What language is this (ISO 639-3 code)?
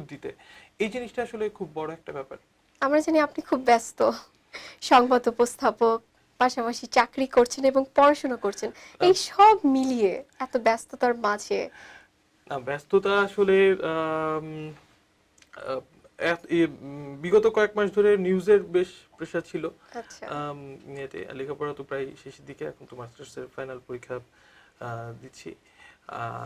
ben